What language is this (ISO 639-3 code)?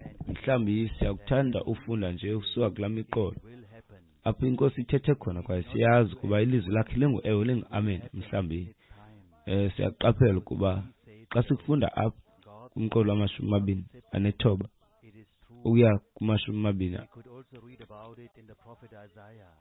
xho